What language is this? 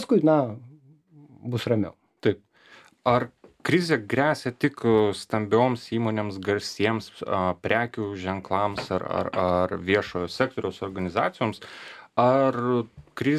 Lithuanian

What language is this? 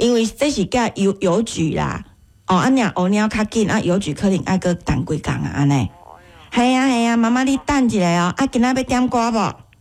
Min Nan Chinese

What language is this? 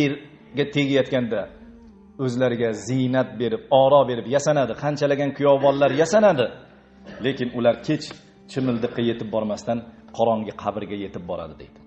Uzbek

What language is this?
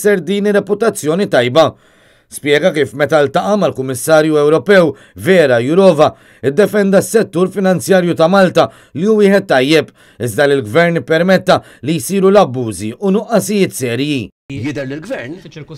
Maltese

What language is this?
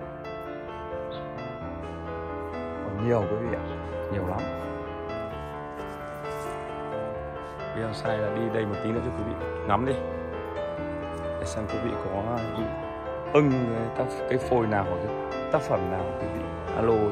Vietnamese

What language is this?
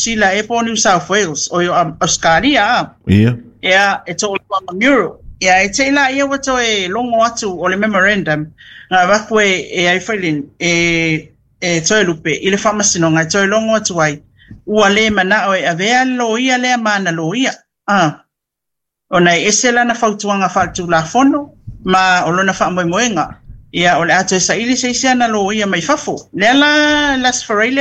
Samoan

